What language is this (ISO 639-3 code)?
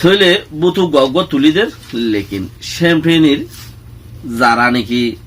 rhg